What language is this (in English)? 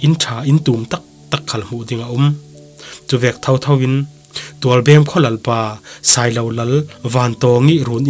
Falam Chin